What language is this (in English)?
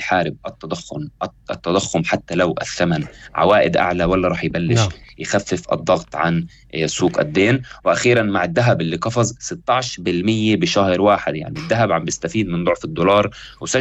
North Levantine Arabic